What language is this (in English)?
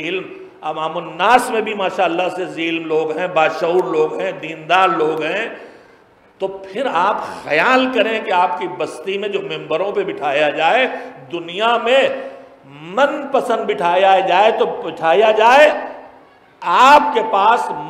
Urdu